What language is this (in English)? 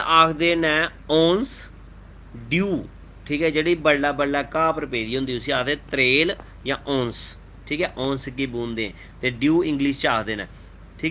Dogri